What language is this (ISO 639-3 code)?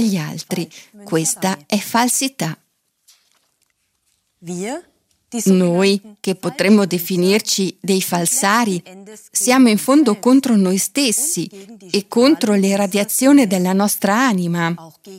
ita